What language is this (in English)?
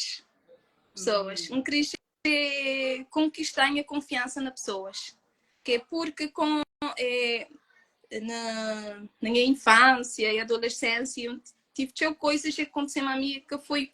Kabuverdianu